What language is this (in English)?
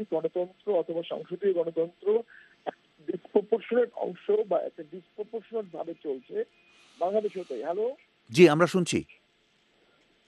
Bangla